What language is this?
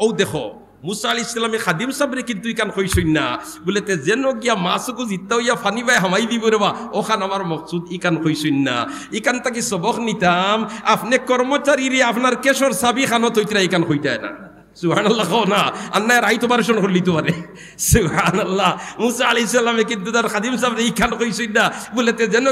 Sylheti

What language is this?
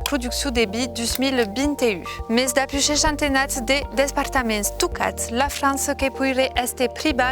Occitan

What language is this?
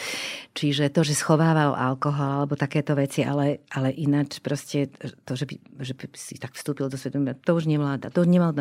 Slovak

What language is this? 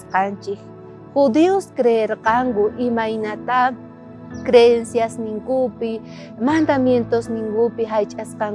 South Bolivian Quechua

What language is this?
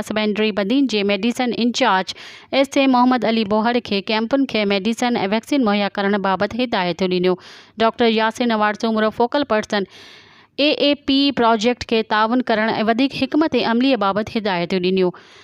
Sindhi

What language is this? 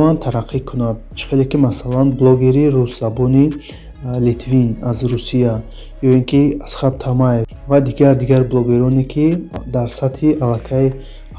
Tajik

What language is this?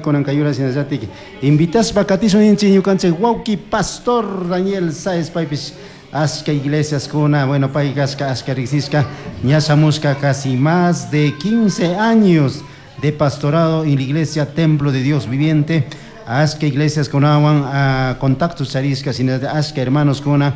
Chimborazo Highland Quichua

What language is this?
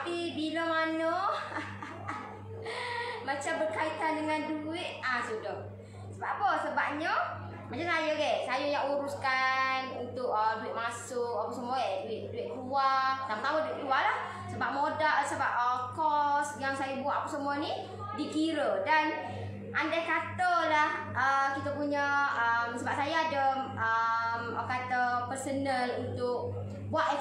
Malay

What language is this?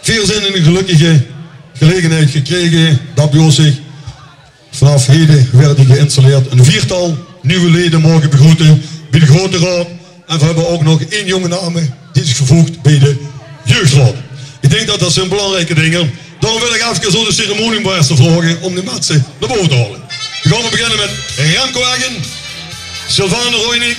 Limburgish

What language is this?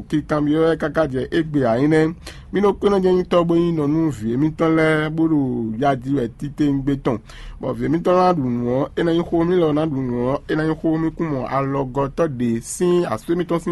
Fon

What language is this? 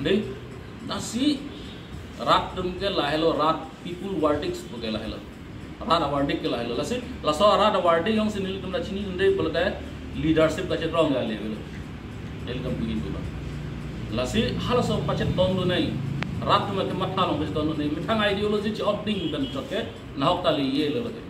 Karbi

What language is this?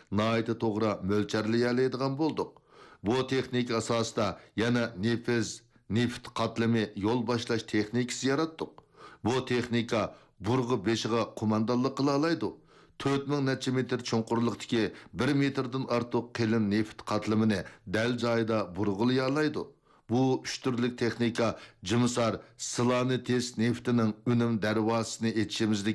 Uyghur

